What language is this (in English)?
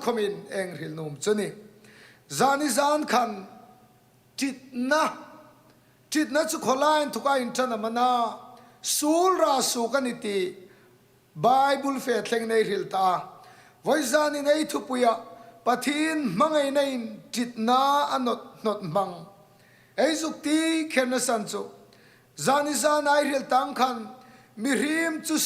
Hmar